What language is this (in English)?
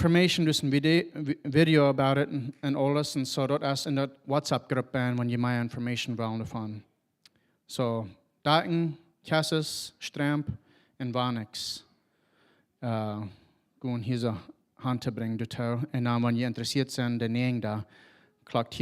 Plautdietsch